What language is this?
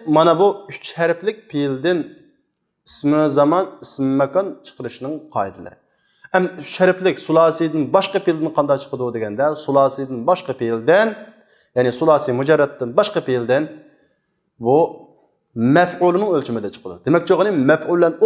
Uyghur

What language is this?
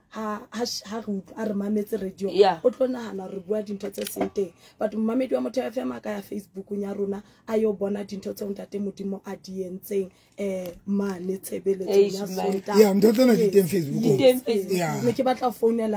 Southern Sotho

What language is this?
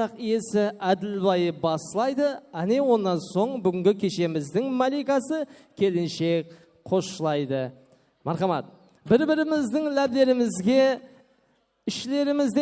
Kara-Kalpak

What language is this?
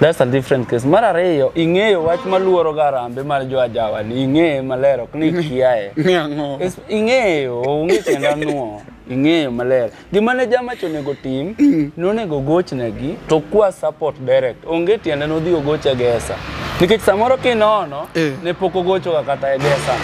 Luo (Kenya and Tanzania)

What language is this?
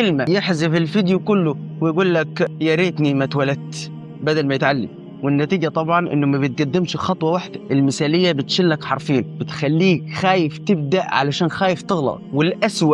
Egyptian Arabic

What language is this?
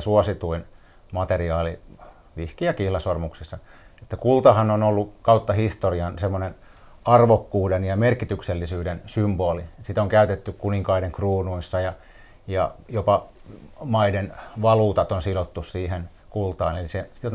Finnish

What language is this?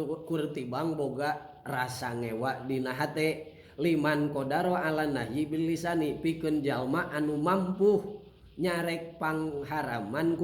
Sundanese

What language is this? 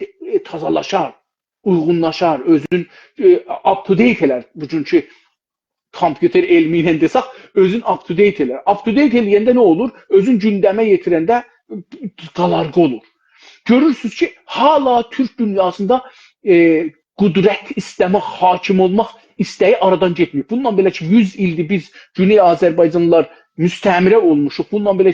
South Azerbaijani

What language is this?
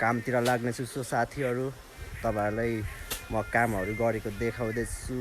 Nepali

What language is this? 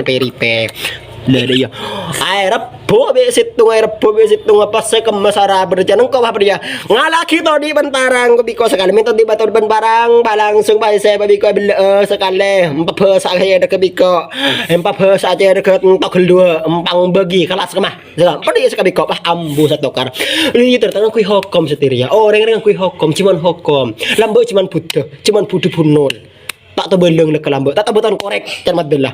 Madurese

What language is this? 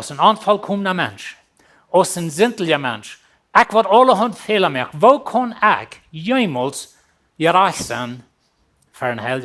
Plautdietsch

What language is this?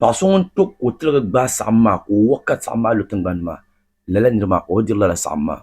Dagbani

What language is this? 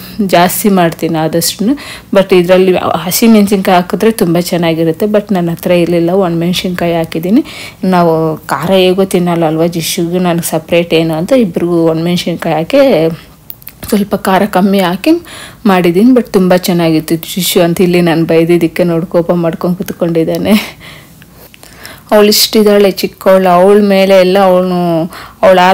Kannada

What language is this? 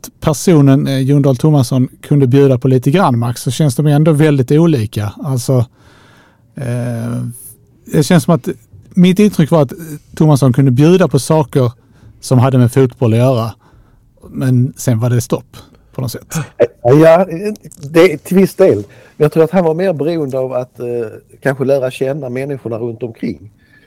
Swedish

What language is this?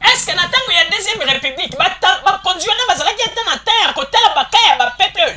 Lingala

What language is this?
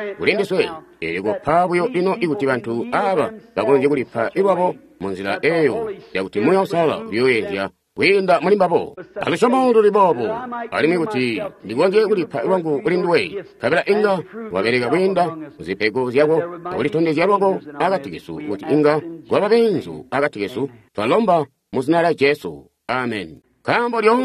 Tonga (Zambia)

